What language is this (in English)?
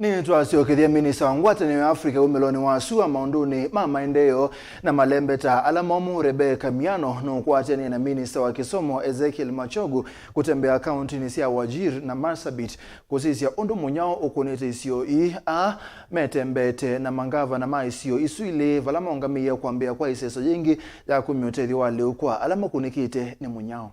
Kamba